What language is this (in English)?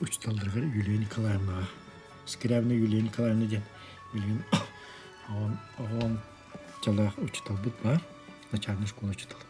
Yakut